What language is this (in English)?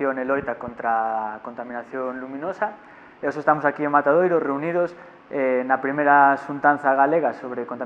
Galician